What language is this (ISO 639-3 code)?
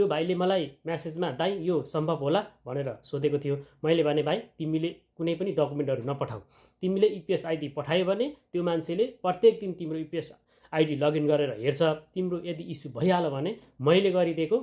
nep